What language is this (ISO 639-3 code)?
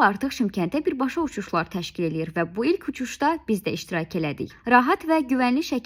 aze